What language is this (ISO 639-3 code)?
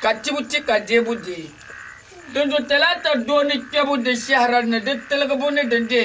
dag